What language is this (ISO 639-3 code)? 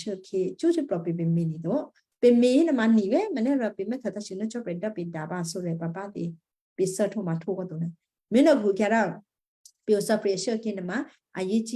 kyu